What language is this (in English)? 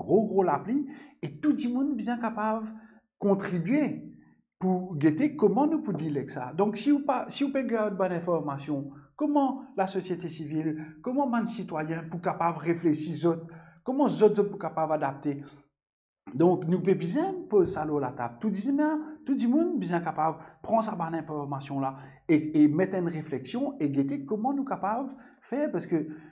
Morisyen